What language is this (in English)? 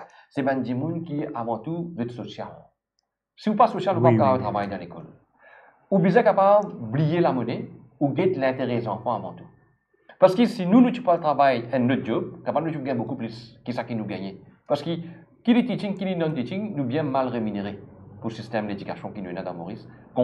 Morisyen